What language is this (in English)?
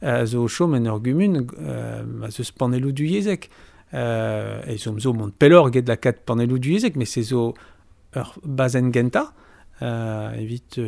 Breton